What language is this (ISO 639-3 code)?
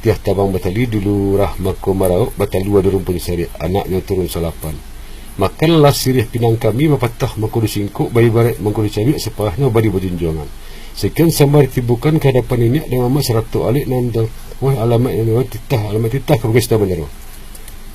min